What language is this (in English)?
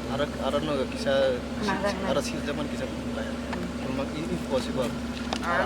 Kok Borok